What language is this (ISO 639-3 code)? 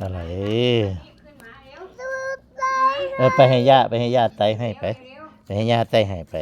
tts